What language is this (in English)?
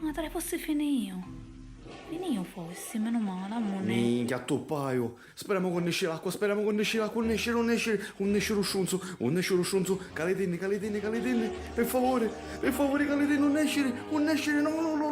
Sicilian